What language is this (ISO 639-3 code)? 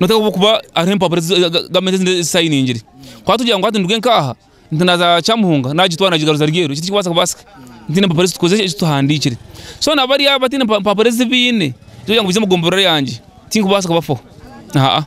nyn